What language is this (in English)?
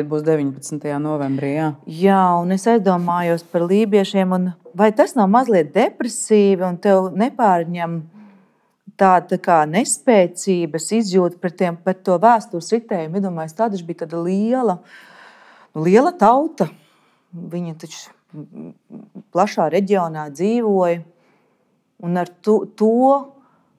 Latvian